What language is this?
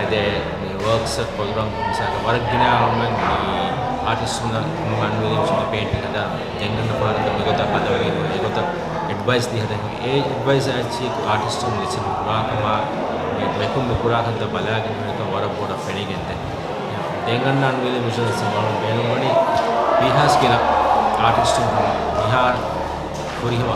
Divehi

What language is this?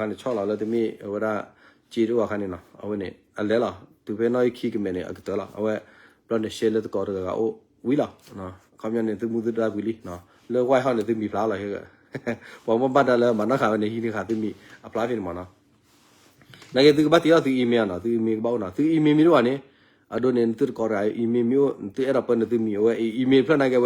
S'gaw Karen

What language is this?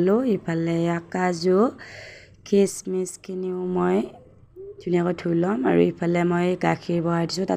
Assamese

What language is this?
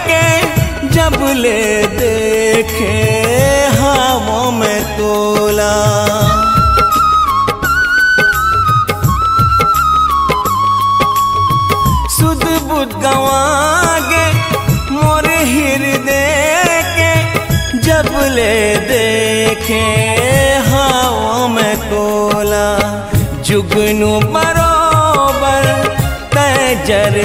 Chhattisgarhi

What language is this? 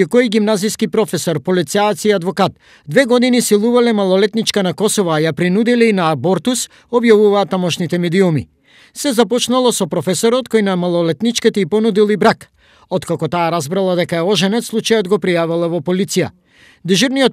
Macedonian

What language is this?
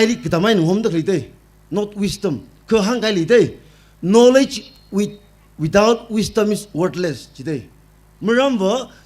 Tangkhul Naga (India)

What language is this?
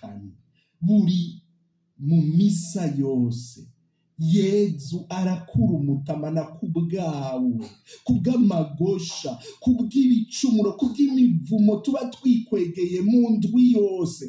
Rundi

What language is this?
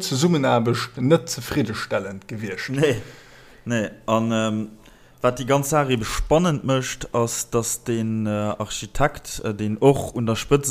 Luxembourgish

